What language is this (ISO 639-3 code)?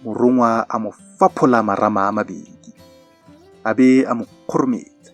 tsn